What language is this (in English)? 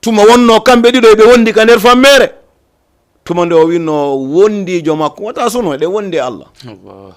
Fula